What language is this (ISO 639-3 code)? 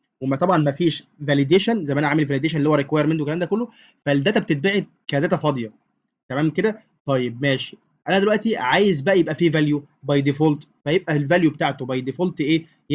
arz